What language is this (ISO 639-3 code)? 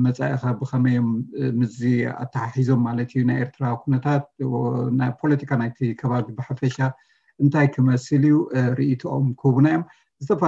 tir